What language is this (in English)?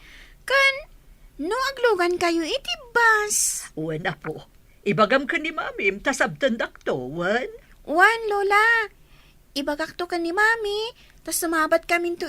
Iloko